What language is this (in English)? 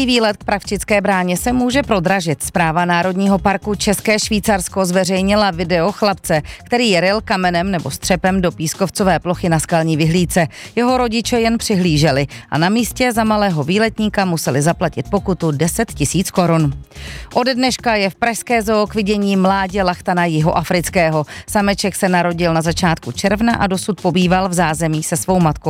Czech